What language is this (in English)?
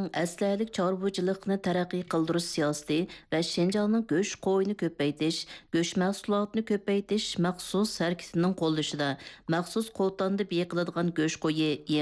Uyghur